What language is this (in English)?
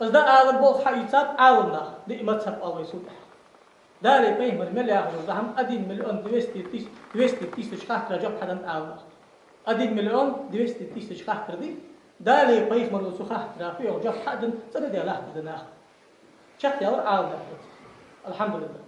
Ingush